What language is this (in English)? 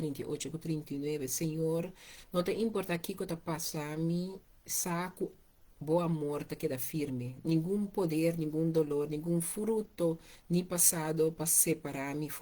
Papiamento